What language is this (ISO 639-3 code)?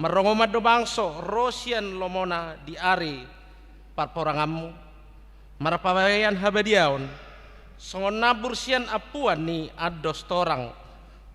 bbc